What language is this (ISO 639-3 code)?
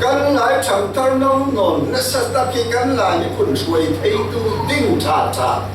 cfm